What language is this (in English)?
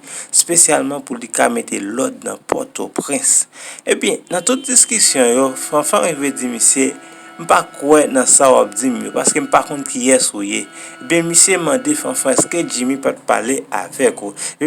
Haitian Creole